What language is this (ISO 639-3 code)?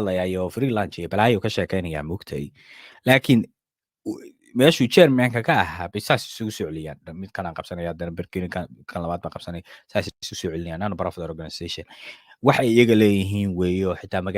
som